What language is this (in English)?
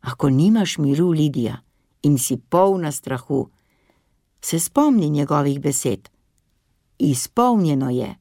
Slovenian